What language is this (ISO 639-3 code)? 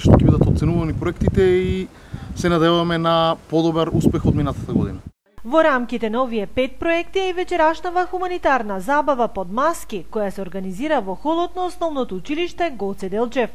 mkd